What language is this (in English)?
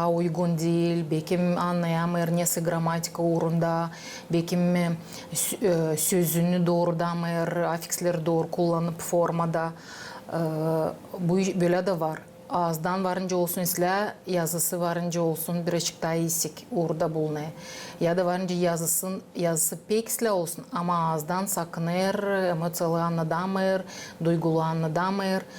Gagauz